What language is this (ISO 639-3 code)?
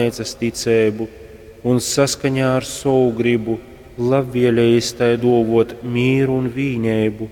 ltg